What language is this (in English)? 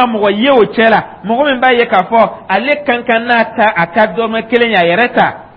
Dyula